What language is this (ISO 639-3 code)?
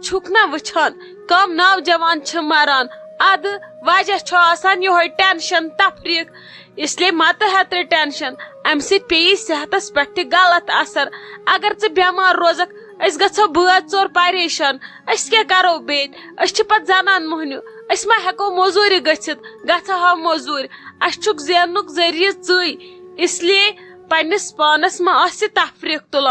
kas